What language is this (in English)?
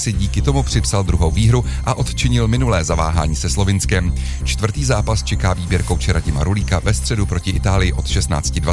Czech